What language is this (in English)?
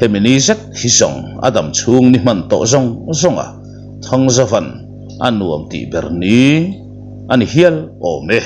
Mizo